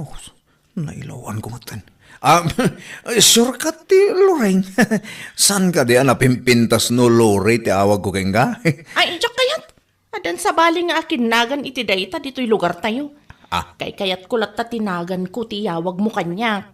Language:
Iloko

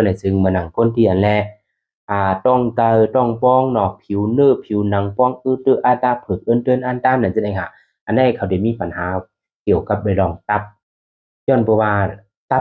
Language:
Shan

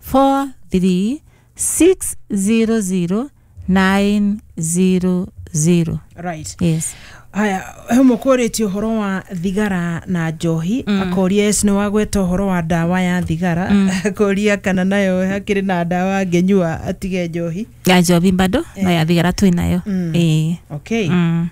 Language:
Kikuyu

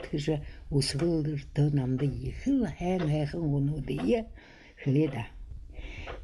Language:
Buriat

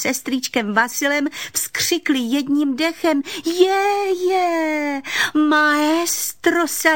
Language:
Czech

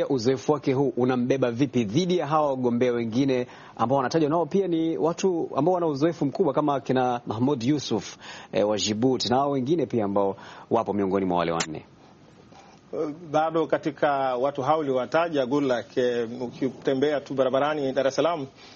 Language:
Swahili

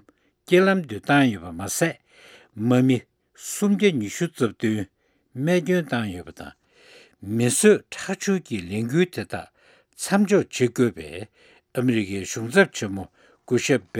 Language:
Tibetan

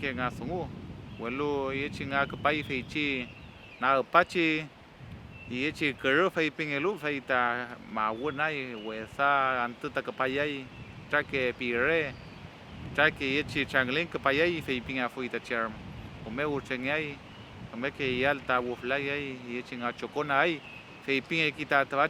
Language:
Mapuche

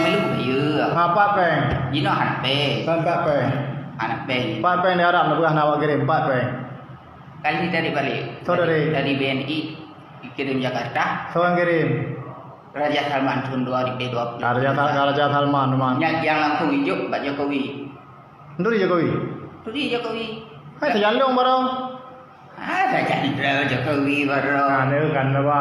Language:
Achinese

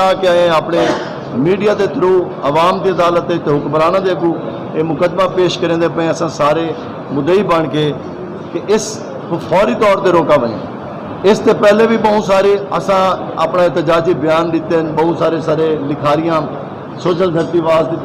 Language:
Saraiki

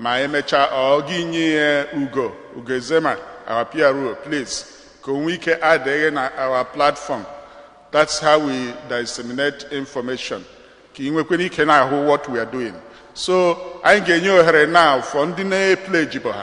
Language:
Igbo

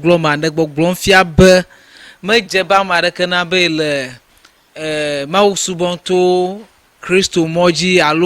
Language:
Ewe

